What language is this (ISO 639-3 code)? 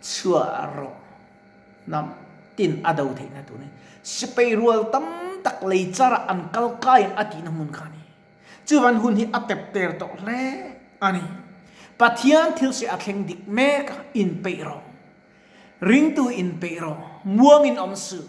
lus